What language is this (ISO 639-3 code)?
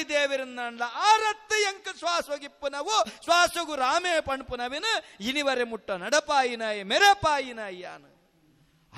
tcy